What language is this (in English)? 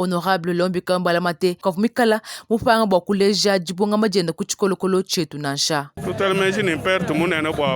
Luba-Lulua